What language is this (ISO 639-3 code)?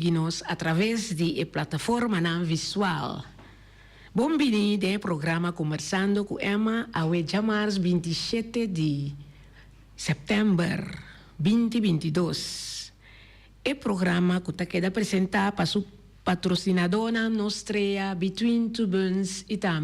pap